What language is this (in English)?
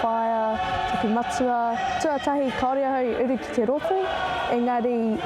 Māori